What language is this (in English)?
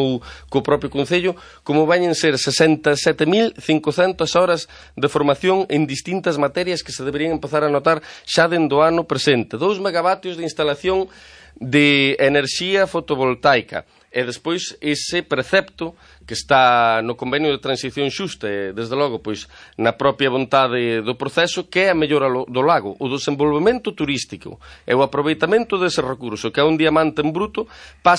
Galician